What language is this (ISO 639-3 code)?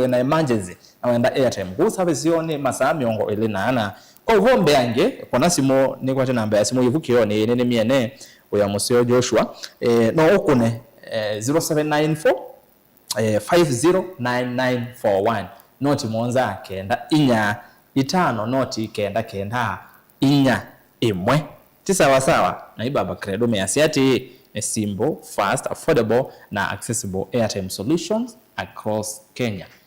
kam